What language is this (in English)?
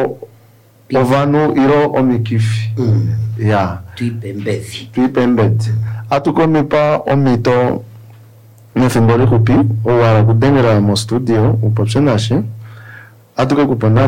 Kuanyama